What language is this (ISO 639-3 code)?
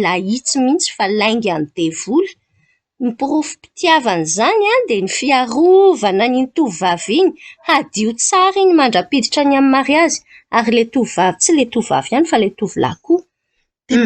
mlg